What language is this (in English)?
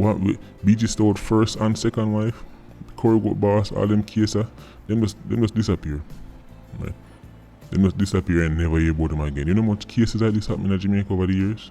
Jamaican Creole English